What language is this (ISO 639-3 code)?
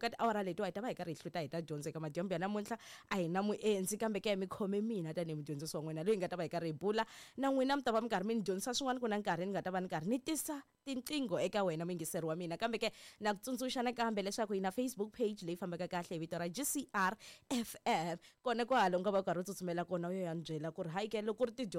tso